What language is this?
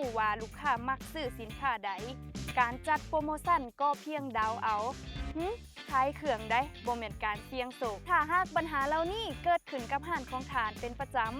Lao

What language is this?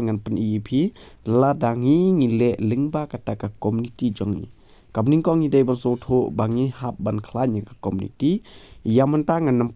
Khasi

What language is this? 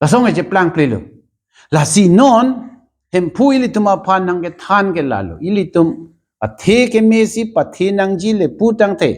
Karbi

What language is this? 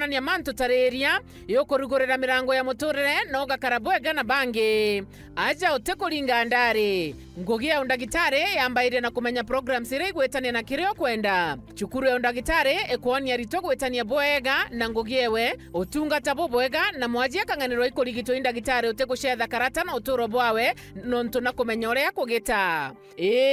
Meru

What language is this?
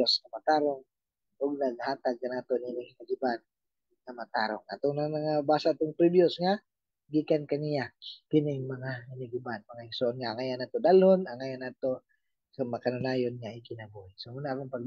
Cebuano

